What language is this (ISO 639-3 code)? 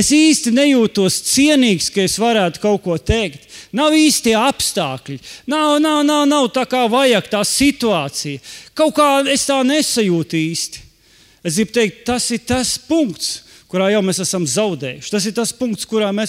lav